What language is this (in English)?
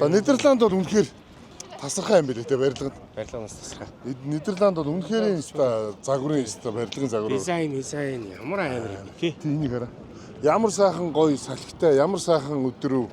Mongolian